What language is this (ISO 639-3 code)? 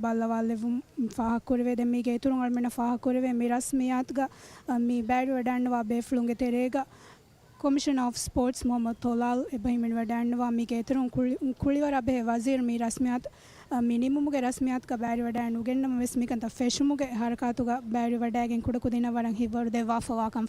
div